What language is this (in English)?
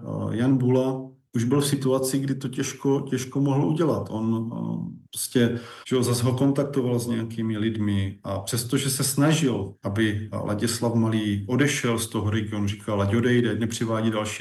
Czech